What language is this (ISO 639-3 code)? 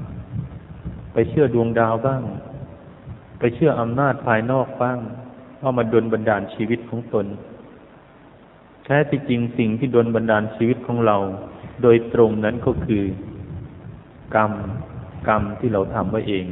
tha